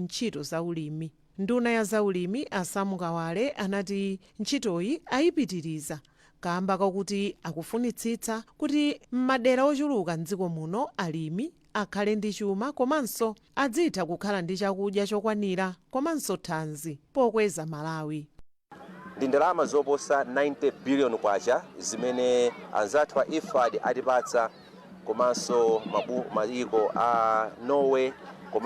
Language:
Nyanja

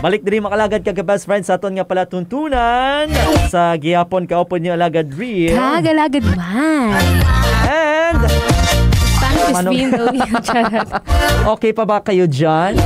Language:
Hiligaynon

